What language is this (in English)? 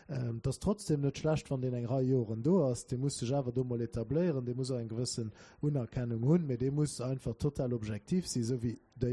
Luxembourgish